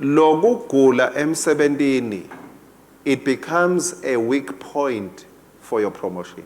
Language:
Swati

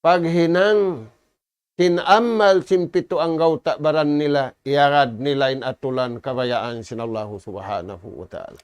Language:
Tausug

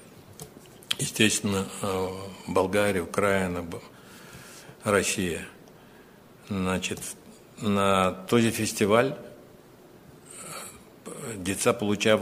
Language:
Bulgarian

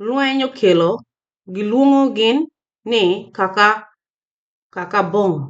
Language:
Acoli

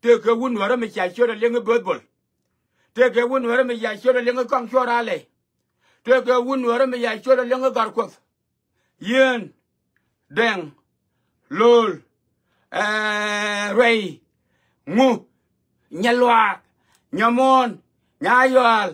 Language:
Nuer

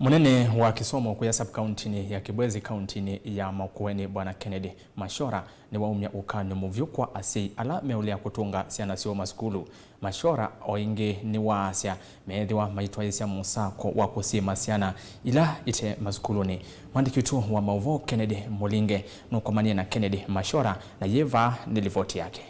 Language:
Kamba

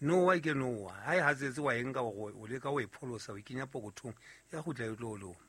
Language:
Southern Sotho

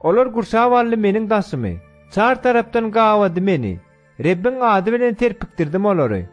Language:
Turkmen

